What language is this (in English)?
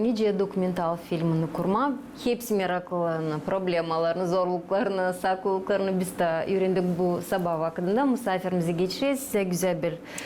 Gagauz